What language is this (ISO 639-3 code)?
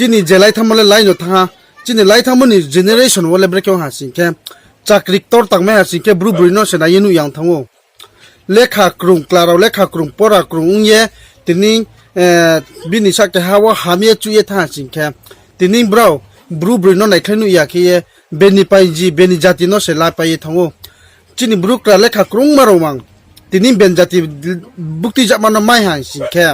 ria